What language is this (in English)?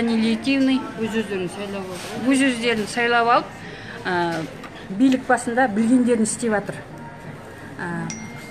Kazakh